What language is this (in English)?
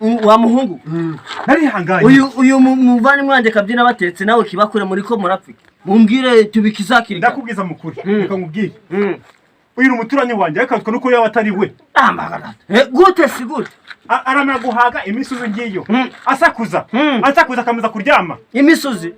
Kinyarwanda